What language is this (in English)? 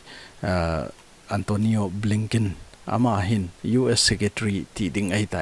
Thado Chin